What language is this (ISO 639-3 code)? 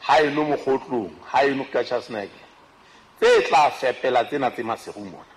sot